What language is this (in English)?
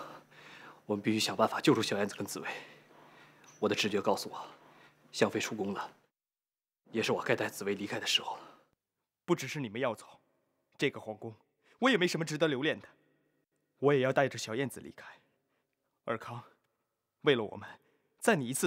Chinese